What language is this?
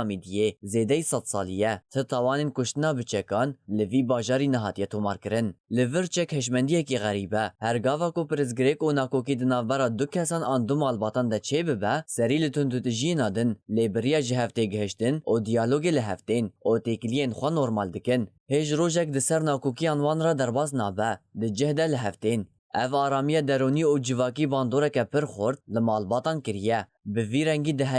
Kurdish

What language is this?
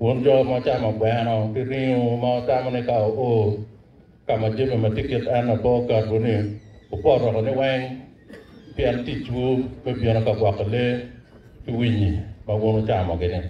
Acoli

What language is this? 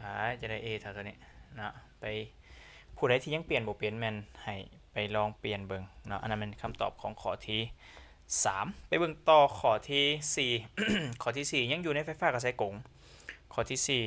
Lao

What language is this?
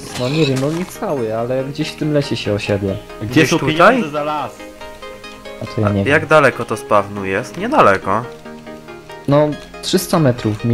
Polish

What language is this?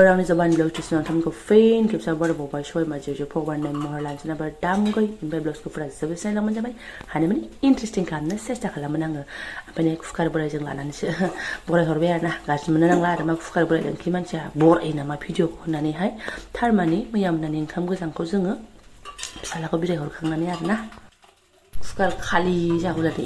Bodo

